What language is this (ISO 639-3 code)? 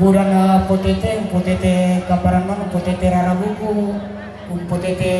sda